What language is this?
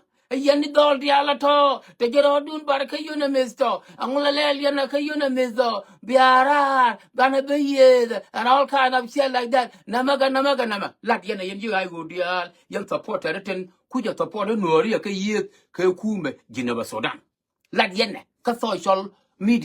Nuer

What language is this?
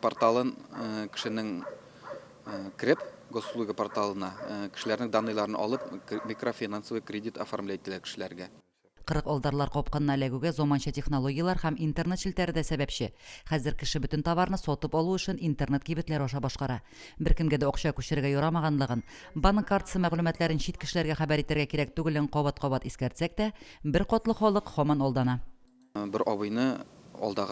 Tatar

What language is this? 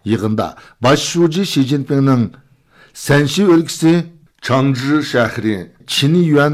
Uyghur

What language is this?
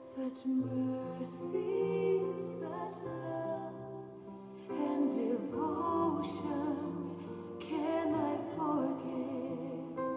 Tongan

